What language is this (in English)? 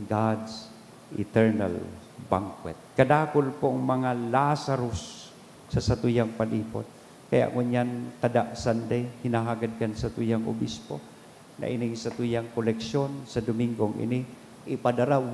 Bikol